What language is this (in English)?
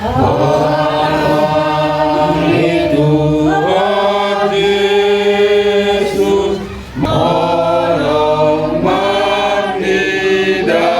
Batak Toba